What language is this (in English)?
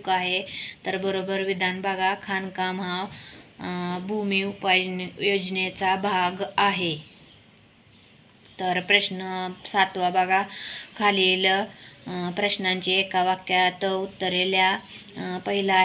Marathi